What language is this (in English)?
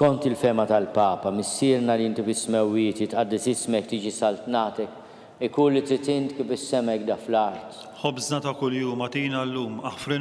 Maltese